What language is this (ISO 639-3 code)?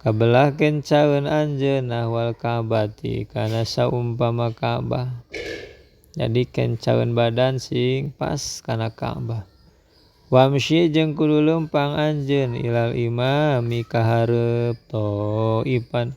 sun